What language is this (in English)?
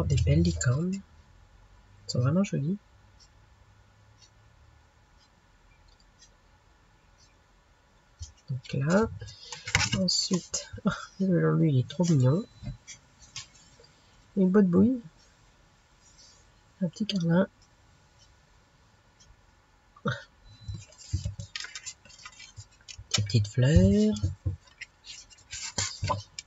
French